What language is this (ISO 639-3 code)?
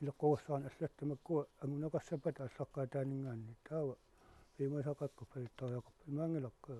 kal